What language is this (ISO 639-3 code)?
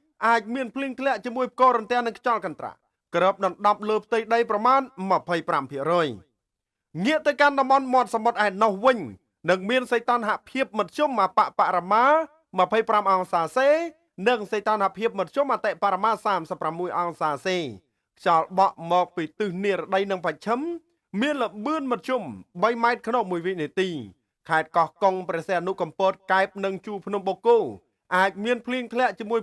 khm